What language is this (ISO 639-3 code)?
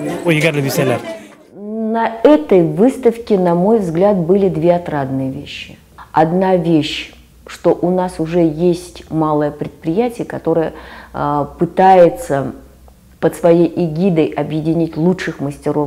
bak